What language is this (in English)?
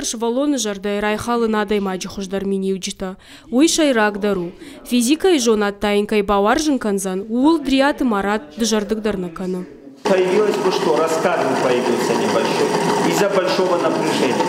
Ossetic